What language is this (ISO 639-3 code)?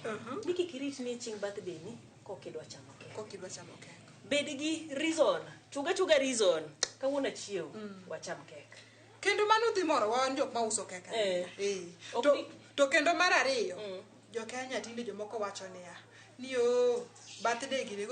luo